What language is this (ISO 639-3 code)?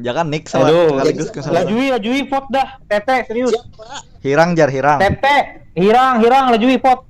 bjn